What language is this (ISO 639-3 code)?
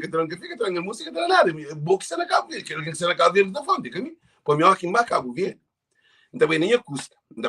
kea